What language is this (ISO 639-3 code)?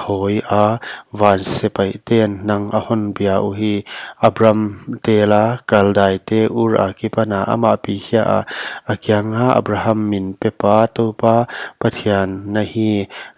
pck